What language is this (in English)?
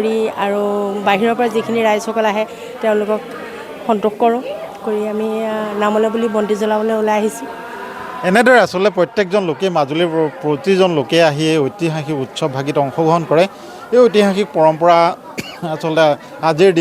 Assamese